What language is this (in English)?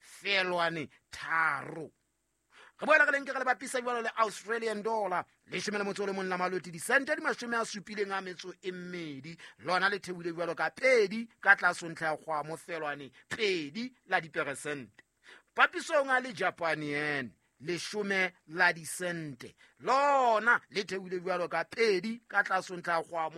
Southern Sotho